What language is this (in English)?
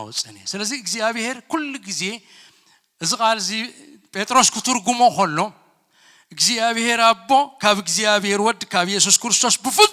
Tigrinya